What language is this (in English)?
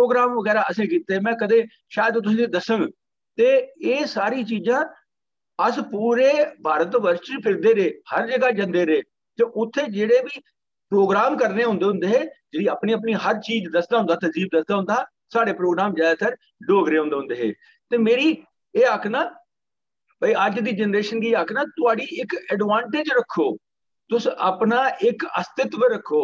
Dogri